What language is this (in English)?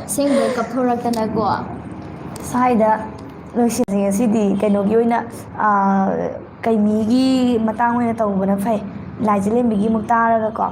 Manipuri